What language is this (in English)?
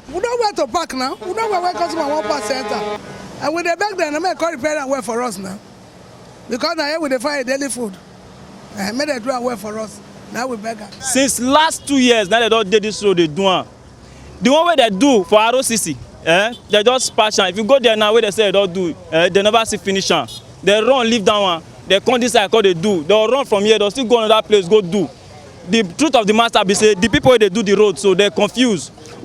Nigerian Pidgin